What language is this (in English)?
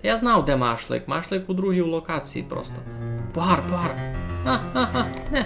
Rusyn